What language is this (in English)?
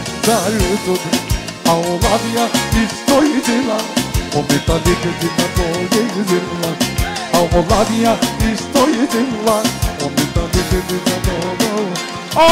Romany